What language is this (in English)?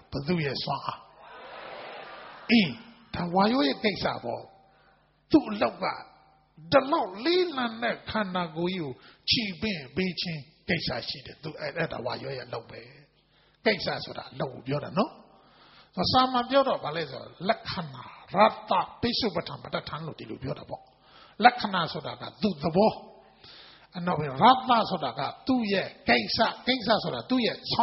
Burmese